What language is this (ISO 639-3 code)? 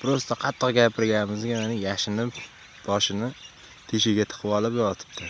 uzb